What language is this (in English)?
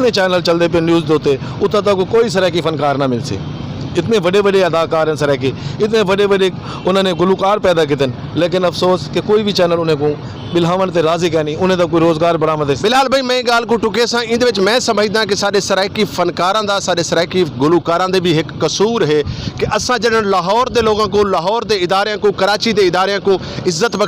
Saraiki